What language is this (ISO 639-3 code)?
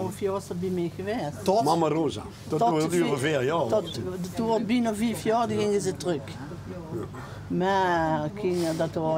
lim